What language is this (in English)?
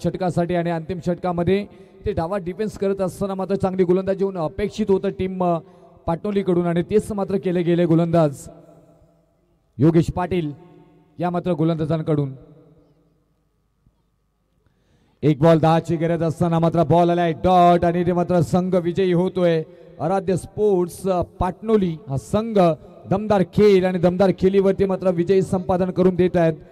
Marathi